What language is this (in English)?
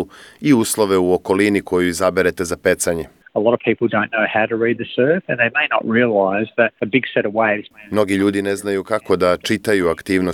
Serbian